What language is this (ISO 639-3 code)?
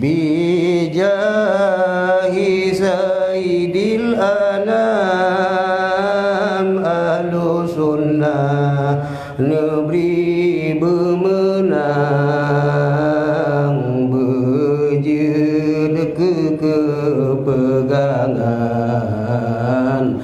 ace